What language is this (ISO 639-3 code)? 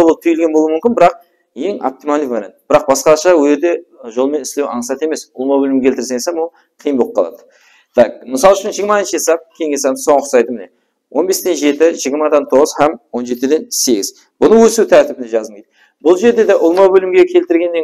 kaa